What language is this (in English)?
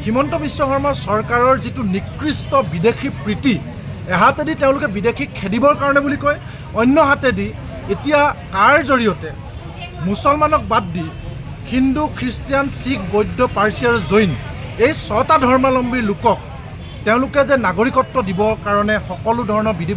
Assamese